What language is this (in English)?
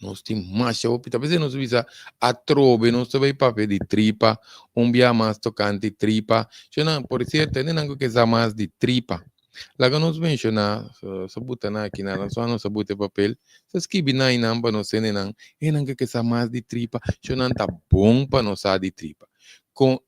Papiamento